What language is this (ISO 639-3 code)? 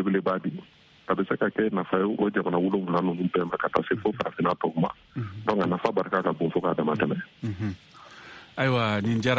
bam